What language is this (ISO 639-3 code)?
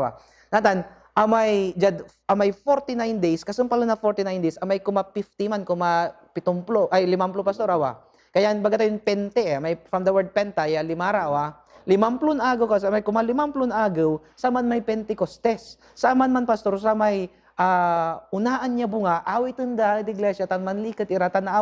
pag